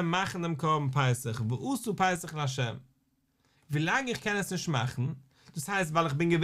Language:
Yiddish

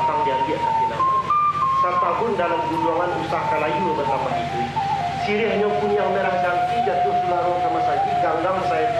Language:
Minangkabau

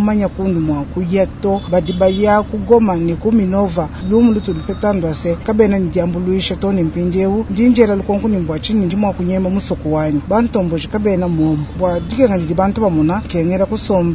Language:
Luba-Lulua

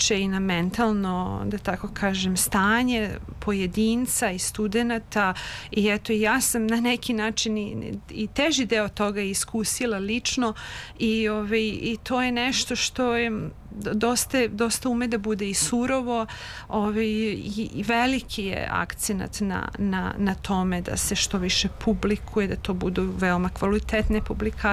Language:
Serbian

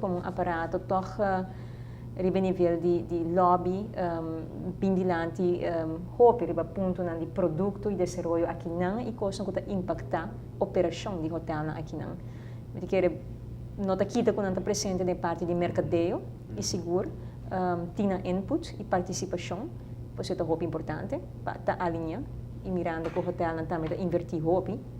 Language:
Papiamento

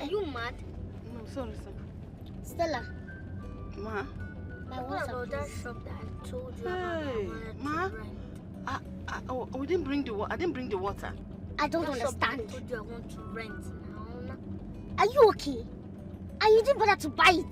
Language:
Nigerian Pidgin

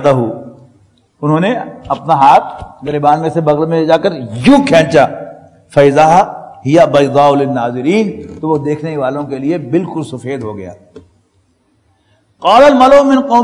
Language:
Urdu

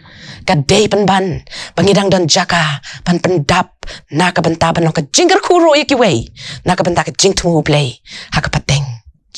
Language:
Khasi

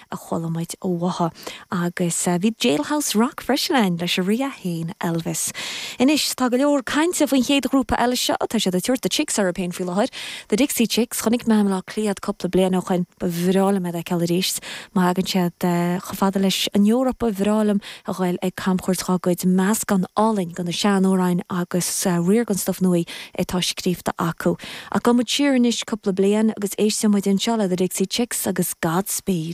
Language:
Irish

